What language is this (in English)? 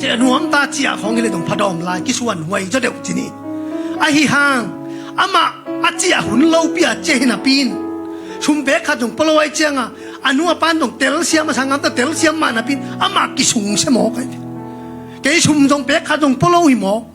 Tedim Chin